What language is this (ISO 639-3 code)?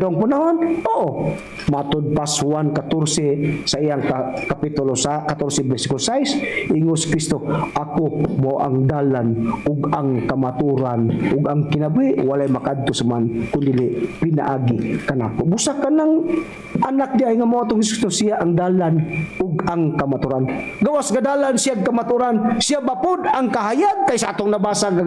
ceb